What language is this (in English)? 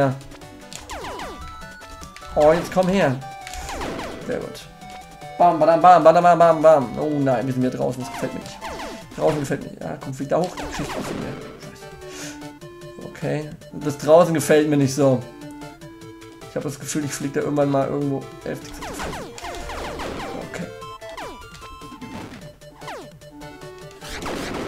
German